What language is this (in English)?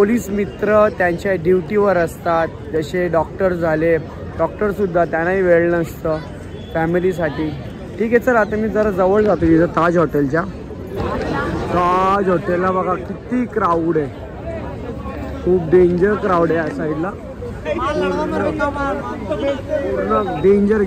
Marathi